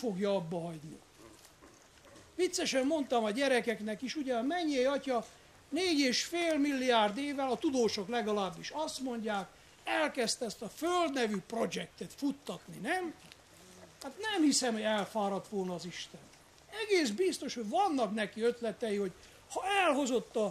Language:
Hungarian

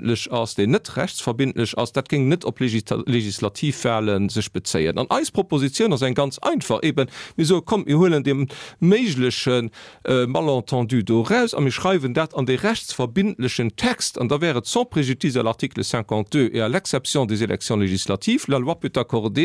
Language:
Luxembourgish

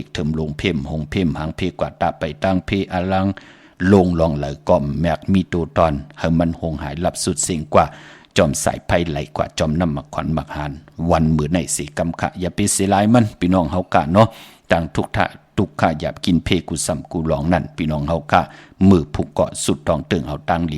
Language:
Shan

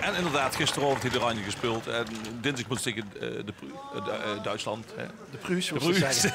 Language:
Limburgish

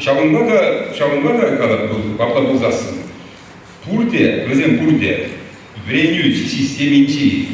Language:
Chuvash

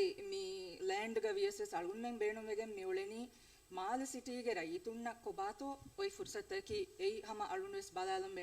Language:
Divehi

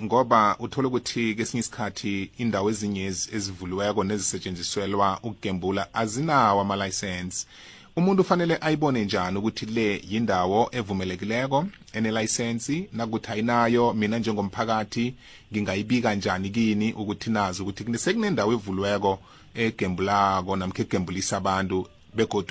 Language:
South Ndebele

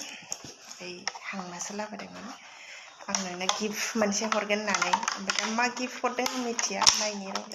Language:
Bodo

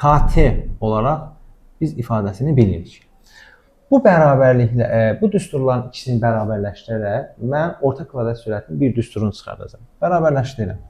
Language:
Azerbaijani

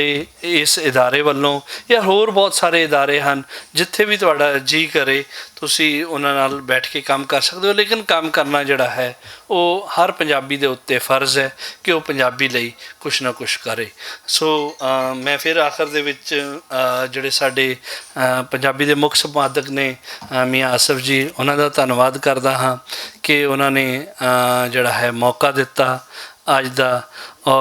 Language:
Western Panjabi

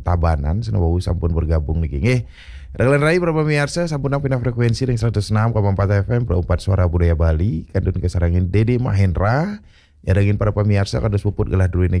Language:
Balinese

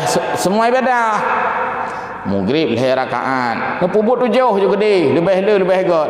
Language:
Achinese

